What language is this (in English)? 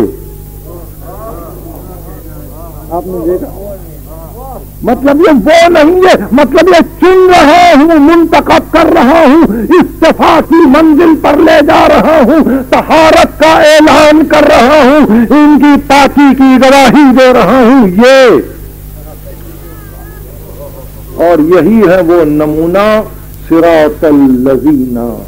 Urdu